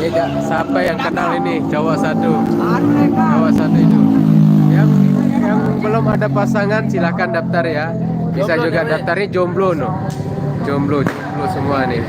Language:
Sasak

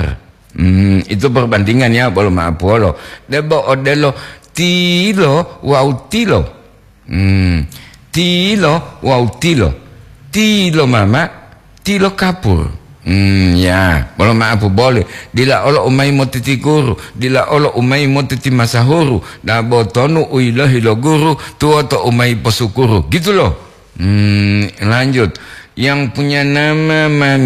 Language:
Gorontalo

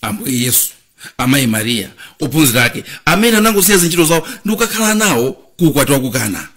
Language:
Nyanja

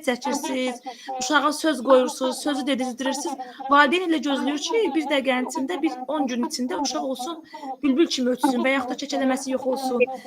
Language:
Azerbaijani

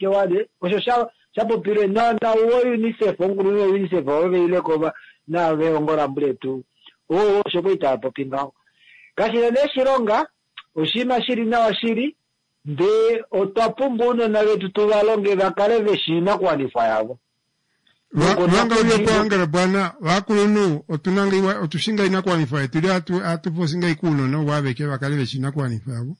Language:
Kuanyama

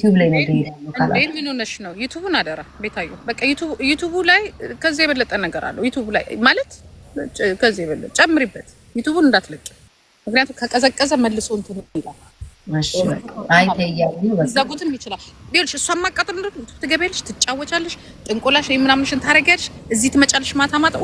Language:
Amharic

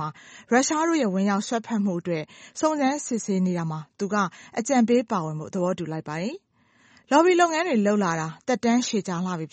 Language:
Burmese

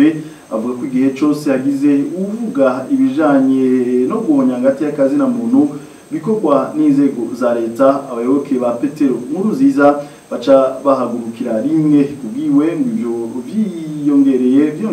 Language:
Rundi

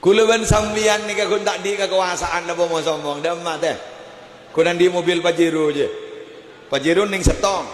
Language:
Madurese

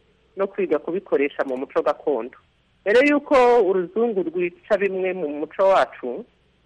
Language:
Kinyarwanda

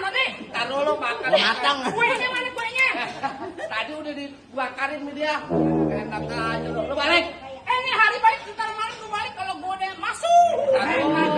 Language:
Betawi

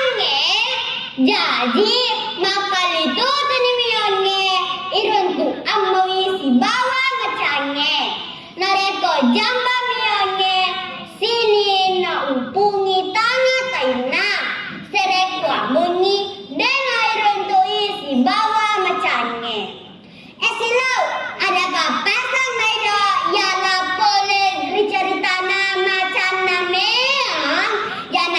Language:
Buginese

